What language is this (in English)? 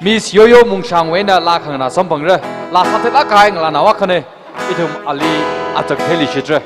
Tangkhul Naga (India)